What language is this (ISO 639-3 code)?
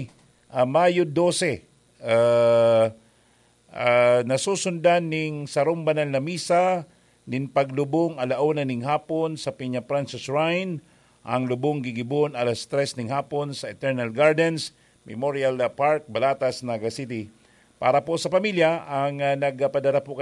bik